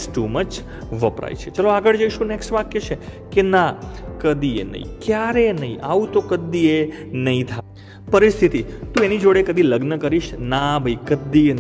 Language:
Gujarati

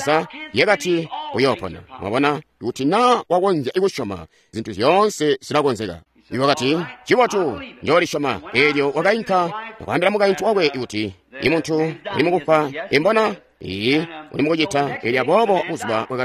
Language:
Tonga (Zambia)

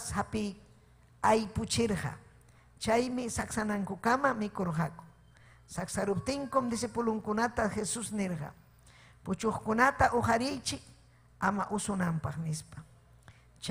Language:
Ayacucho Quechua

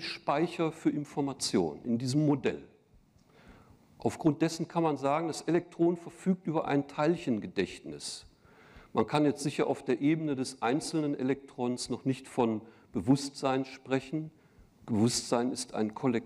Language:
German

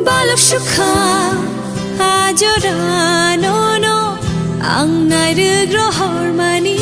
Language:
Kok Borok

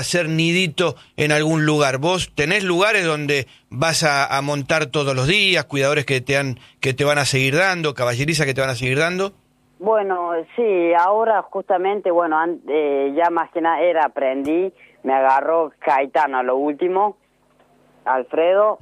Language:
Spanish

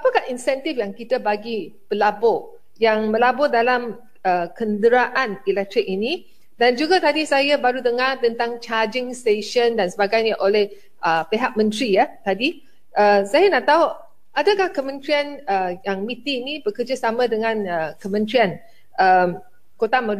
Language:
Malay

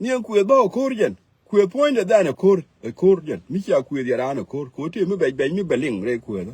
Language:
Nuer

